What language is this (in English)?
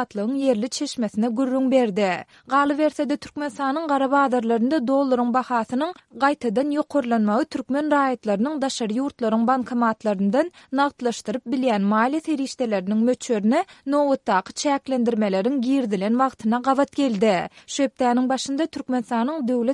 Turkmen